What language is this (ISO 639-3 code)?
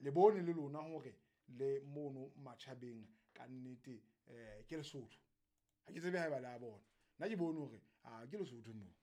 sot